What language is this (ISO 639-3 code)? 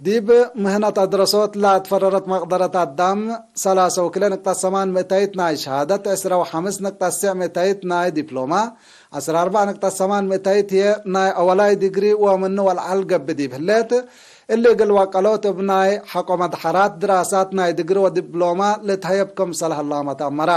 tig